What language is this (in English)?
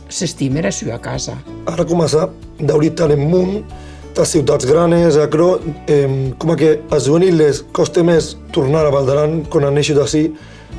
Occitan